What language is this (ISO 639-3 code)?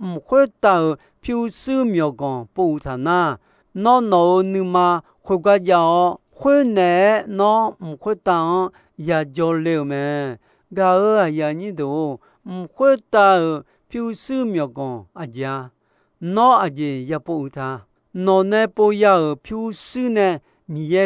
ahk